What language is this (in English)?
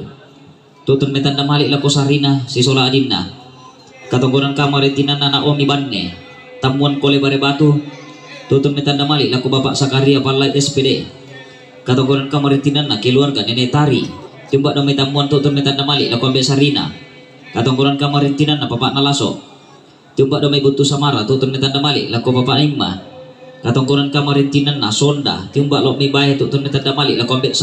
Toraja-Sa'dan